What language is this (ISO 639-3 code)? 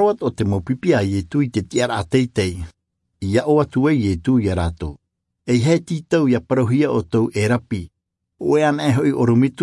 tah